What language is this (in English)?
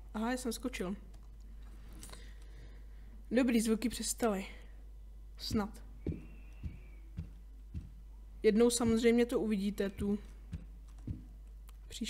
Czech